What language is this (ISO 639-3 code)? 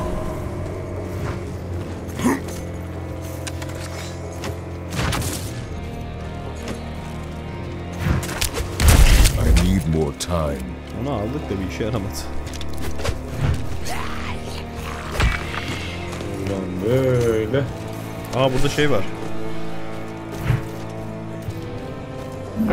tur